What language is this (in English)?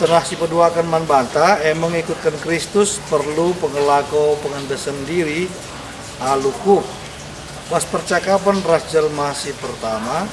Batak Karo